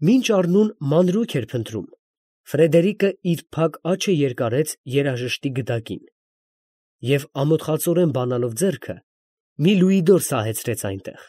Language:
Armenian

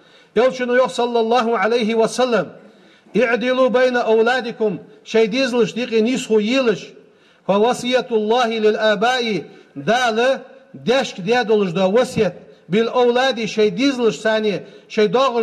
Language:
Ingush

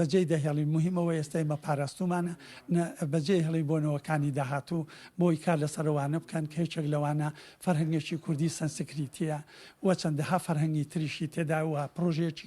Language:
Central Kurdish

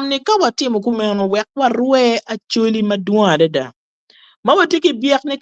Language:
Acoli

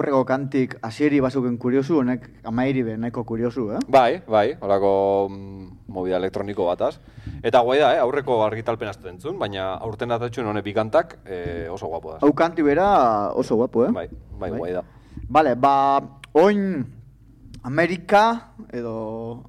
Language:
Basque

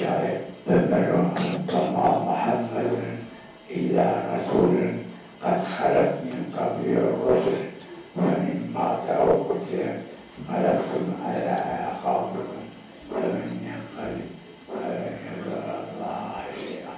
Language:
Zaza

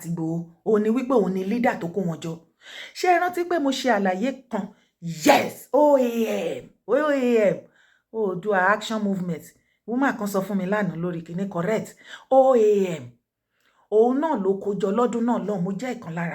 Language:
Yoruba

